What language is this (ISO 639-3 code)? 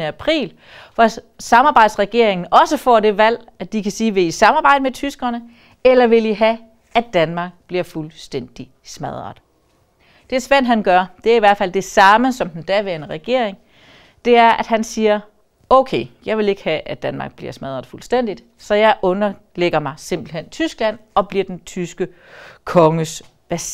dan